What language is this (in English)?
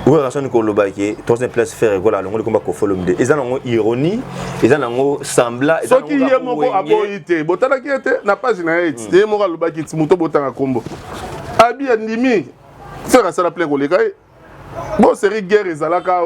Lingala